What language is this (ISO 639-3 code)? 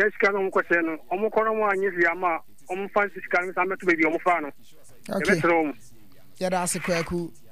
aka